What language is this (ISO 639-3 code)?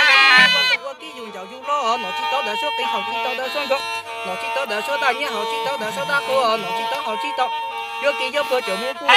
hmn